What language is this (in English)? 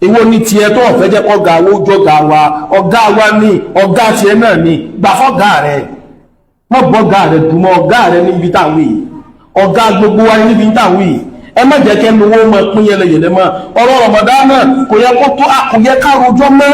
Yoruba